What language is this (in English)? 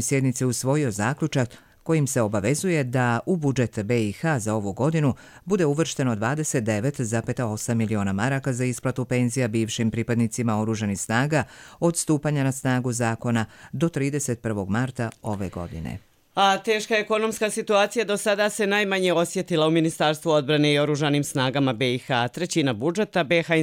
Serbian